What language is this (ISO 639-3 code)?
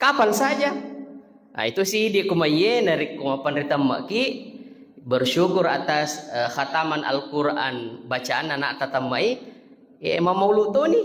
bug